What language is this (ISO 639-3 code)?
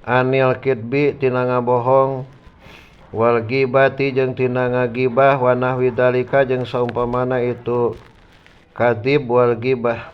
sun